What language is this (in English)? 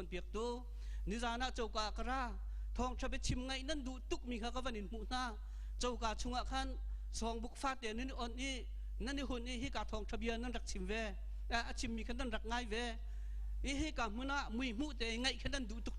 Hakha Chin